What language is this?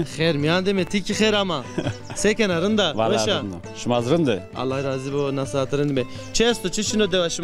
Zaza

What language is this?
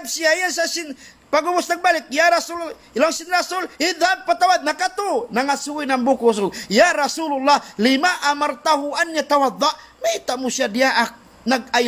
Tausug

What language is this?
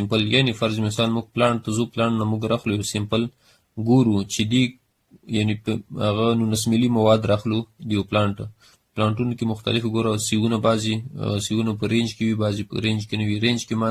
Pashto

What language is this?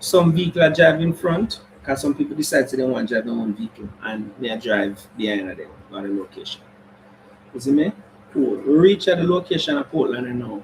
Jamaican Creole English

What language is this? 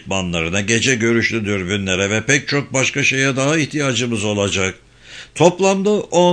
Turkish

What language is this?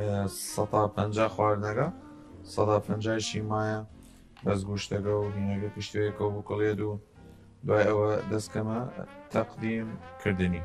Southern Kurdish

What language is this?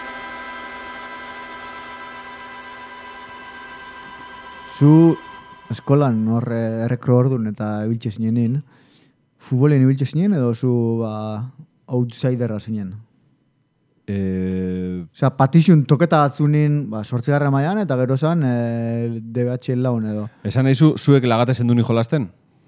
Basque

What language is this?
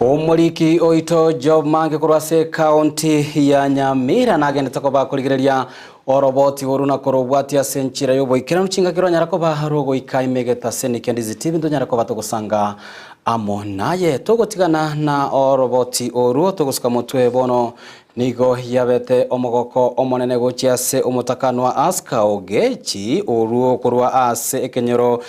Gusii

